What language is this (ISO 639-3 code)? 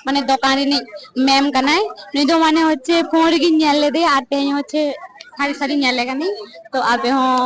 sat